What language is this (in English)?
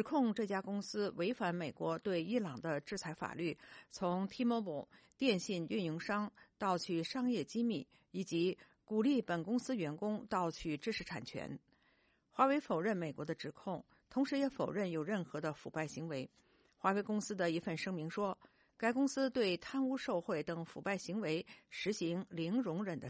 Chinese